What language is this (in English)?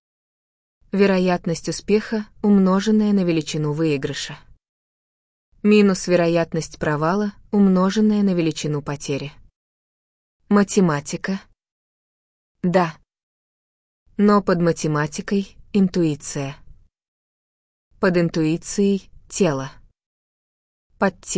Russian